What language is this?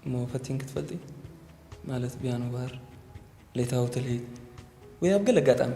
Tigrinya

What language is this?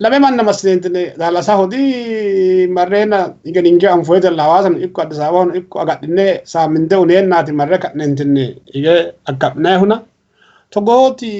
Sidamo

